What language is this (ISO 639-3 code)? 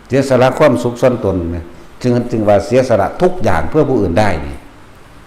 lao